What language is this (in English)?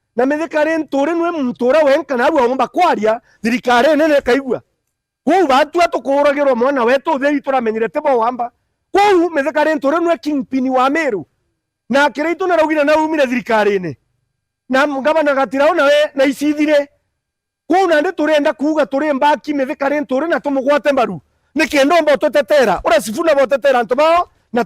Meru